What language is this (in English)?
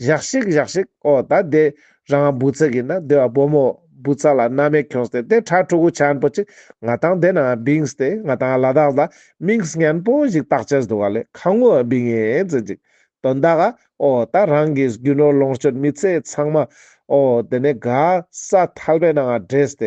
Ladakhi